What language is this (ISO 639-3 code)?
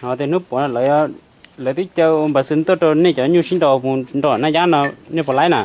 hmn